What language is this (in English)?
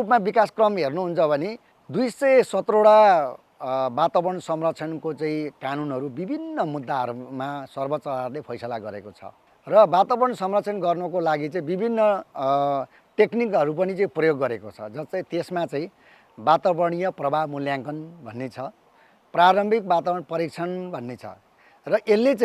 Nepali